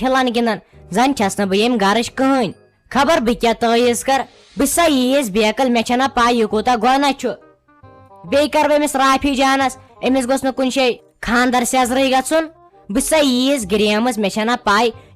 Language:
Kashmiri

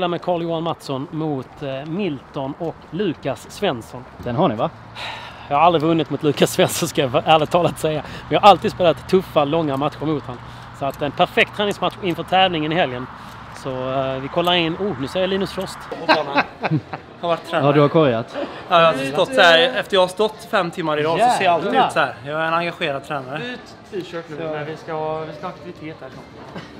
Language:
Swedish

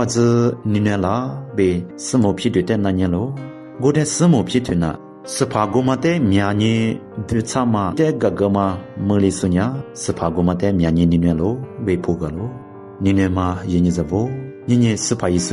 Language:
Lisu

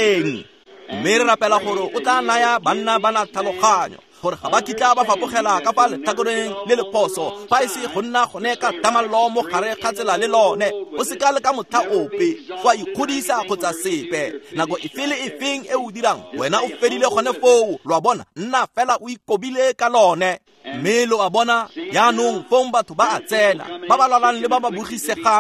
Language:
Tswana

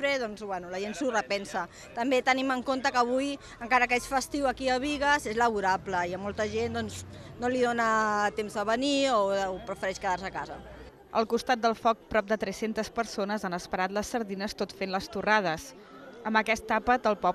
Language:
Catalan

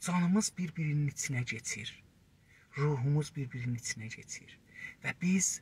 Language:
South Azerbaijani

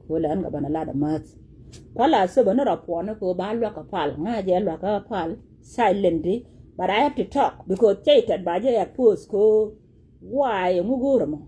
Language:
Nuer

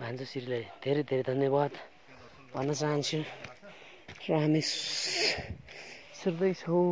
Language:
Nepali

